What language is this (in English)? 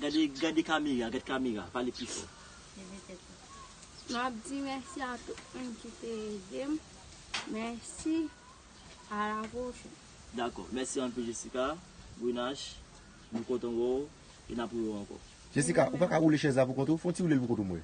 Haitian Creole